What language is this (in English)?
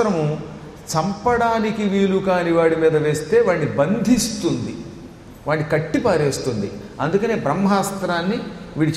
Telugu